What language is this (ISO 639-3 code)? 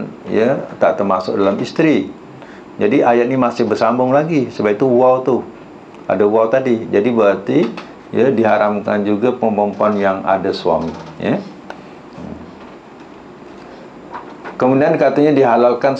msa